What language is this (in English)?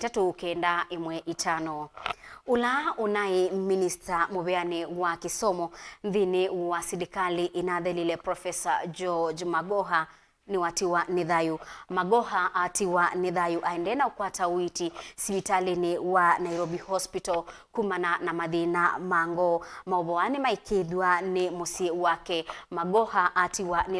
Kamba